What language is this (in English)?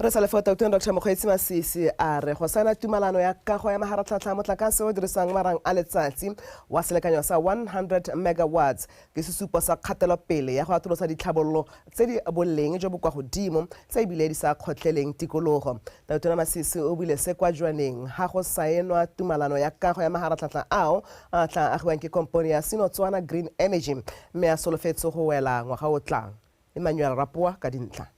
Tswana